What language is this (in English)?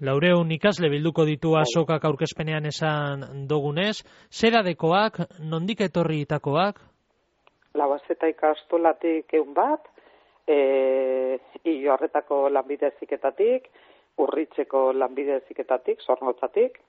Basque